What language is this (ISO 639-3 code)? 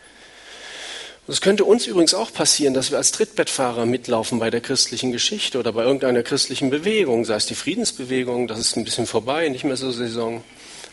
deu